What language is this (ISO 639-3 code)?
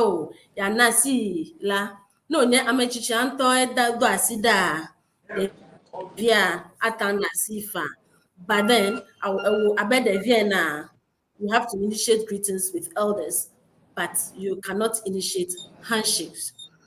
ewe